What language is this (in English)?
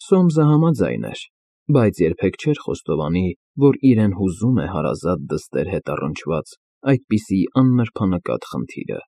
Armenian